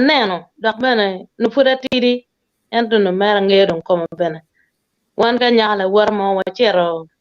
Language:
Acoli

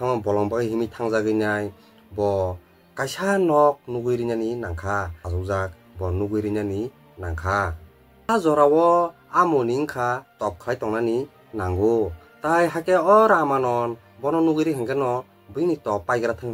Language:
Kok Borok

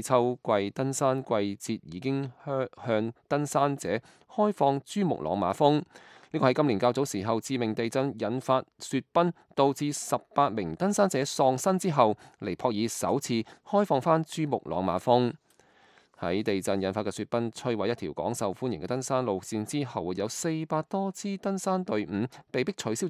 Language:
Cantonese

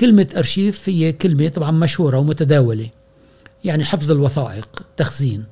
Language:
Gulf Arabic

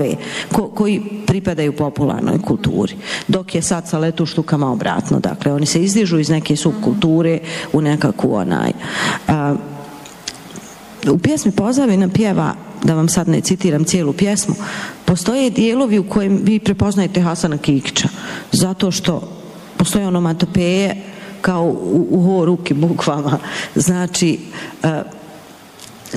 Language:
Bosnian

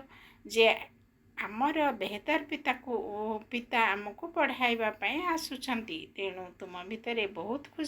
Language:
Odia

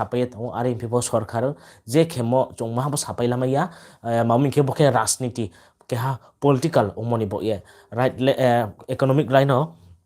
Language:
Riang (India)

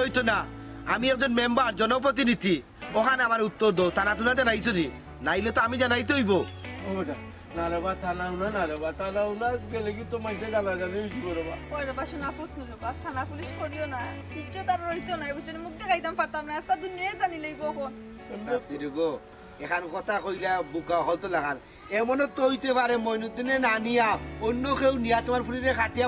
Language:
Sylheti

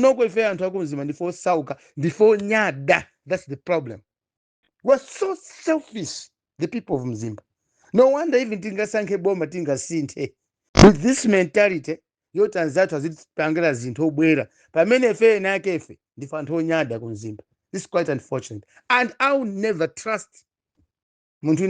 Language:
Nyanja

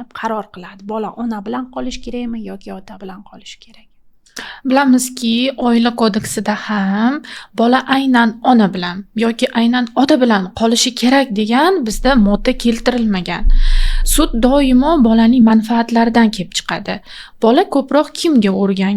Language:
Uzbek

